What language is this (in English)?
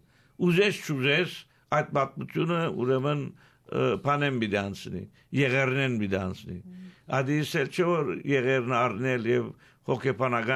Armenian